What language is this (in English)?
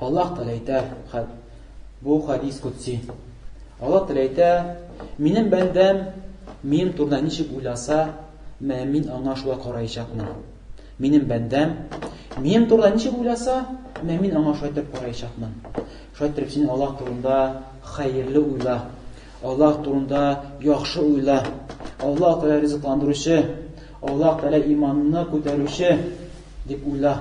Tatar